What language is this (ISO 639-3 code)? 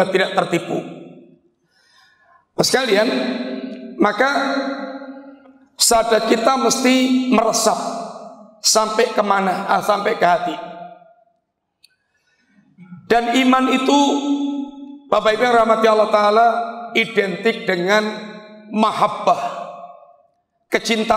ind